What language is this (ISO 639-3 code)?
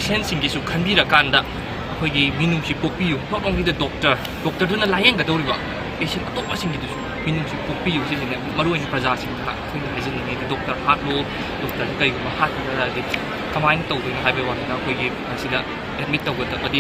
mni